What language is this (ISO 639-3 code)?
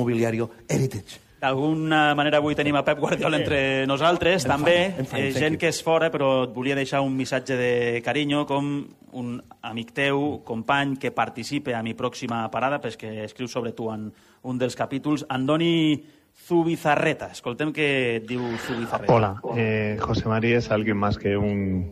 cat